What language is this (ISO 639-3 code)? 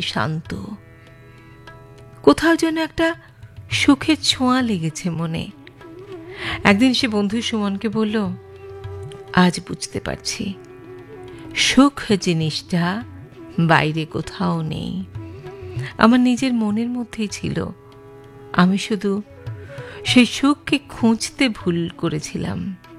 ben